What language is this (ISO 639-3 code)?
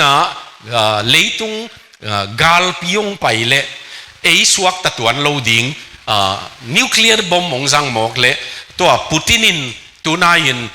ctd